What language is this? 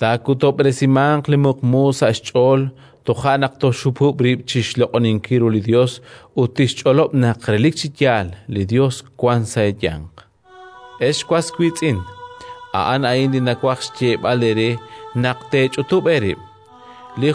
Kekchí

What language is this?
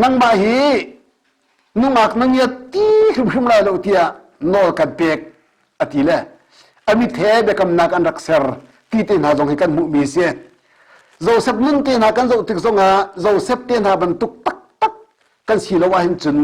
Hakha Chin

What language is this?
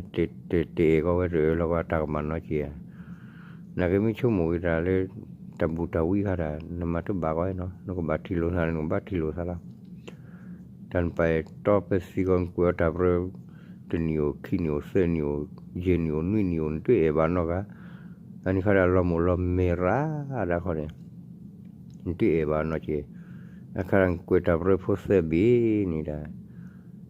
S'gaw Karen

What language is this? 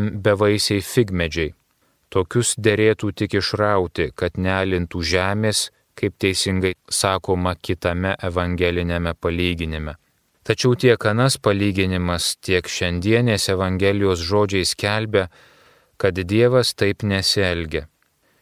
Lithuanian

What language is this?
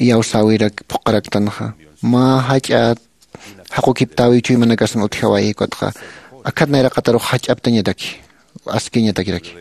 Aymara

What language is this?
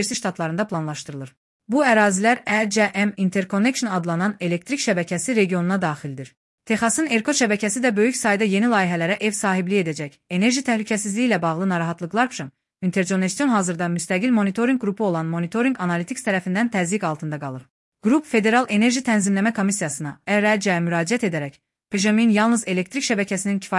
Azerbaijani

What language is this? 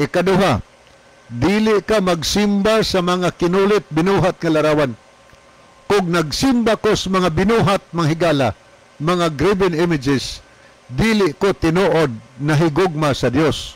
Cebuano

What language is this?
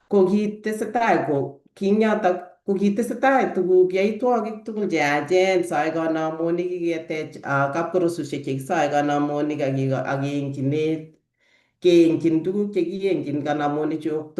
Kalenjin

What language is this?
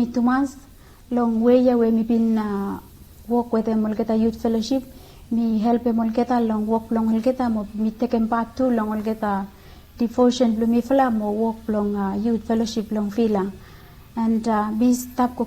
Bislama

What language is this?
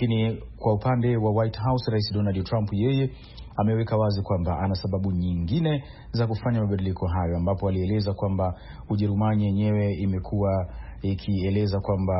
Swahili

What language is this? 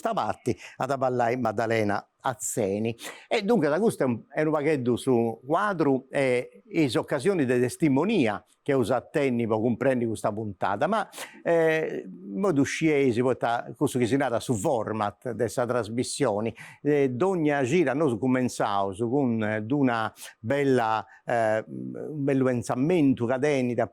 Sardinian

